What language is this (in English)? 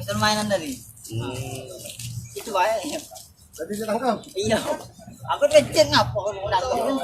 Musi